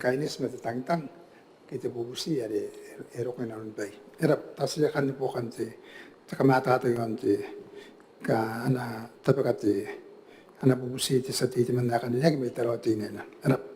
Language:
Gilbertese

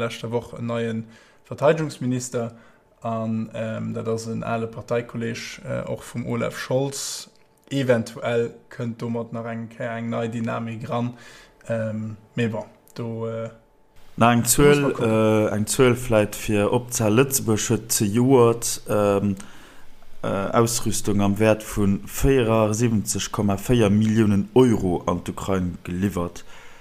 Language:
Luxembourgish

